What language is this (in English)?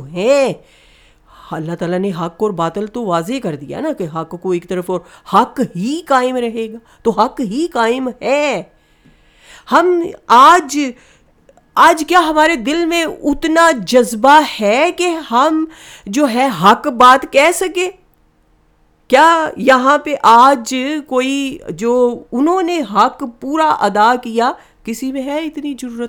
Urdu